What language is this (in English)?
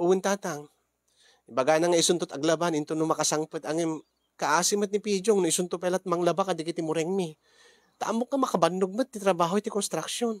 Iloko